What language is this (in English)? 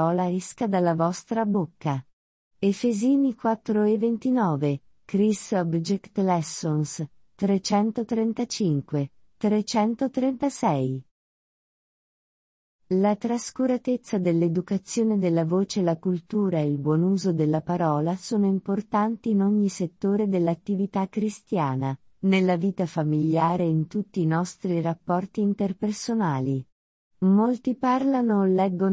Italian